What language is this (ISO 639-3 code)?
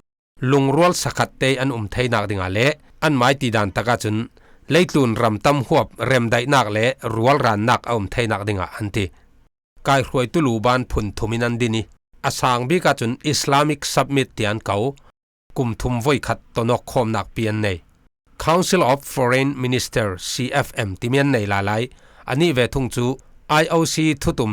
cfm